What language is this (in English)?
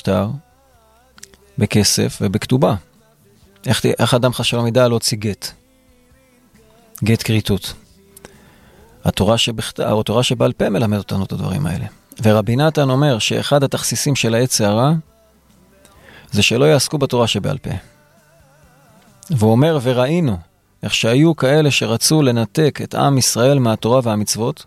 Hebrew